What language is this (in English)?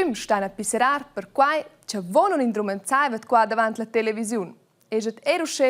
Romansh